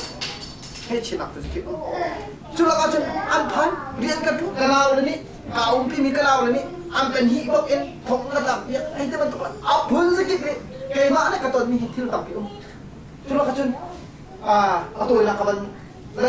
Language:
Hakha Chin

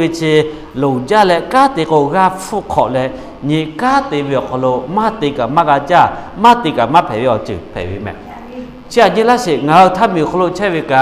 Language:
Lahu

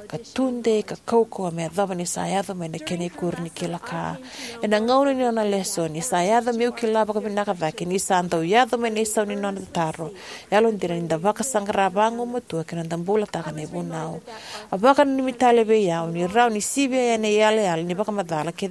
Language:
Fijian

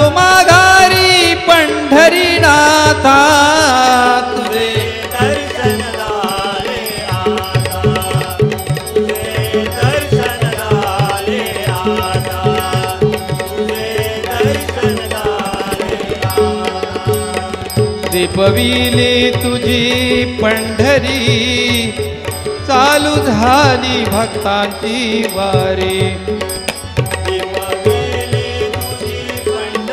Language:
Marathi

